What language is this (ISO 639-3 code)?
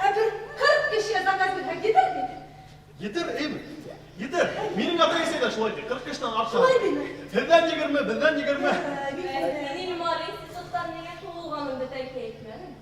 bak